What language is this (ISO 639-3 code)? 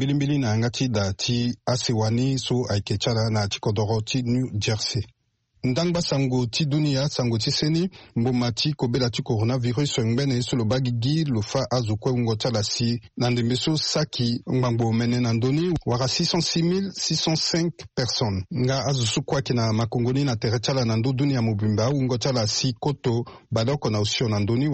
sag